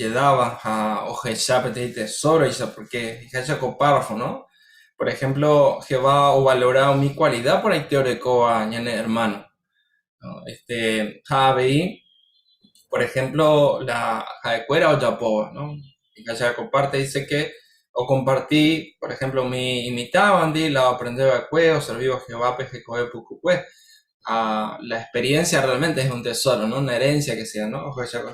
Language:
Guarani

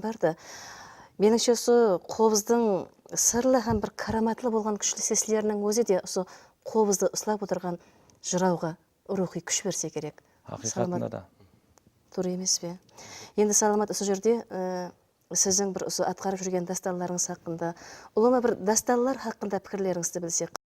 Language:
Kara-Kalpak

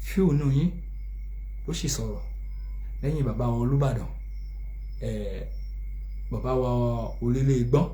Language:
Yoruba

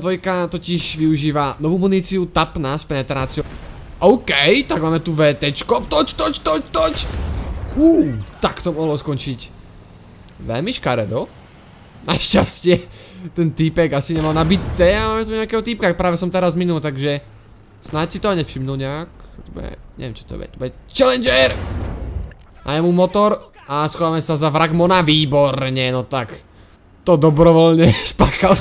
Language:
Slovak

